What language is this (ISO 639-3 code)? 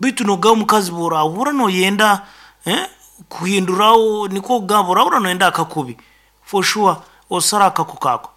nyo